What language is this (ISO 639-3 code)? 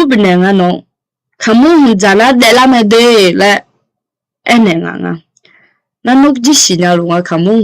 ahk